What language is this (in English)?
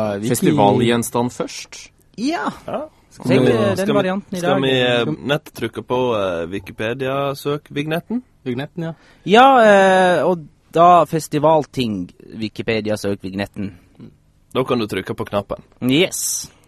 Norwegian